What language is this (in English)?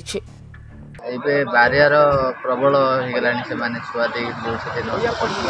Odia